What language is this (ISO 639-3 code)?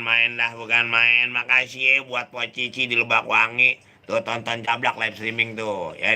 bew